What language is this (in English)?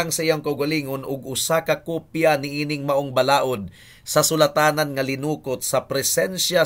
Cebuano